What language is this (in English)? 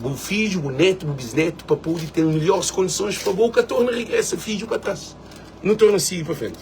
Kabuverdianu